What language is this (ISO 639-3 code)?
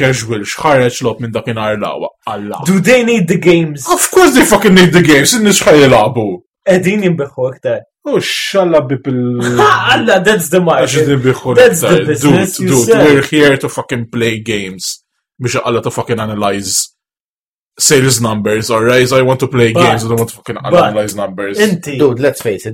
mlt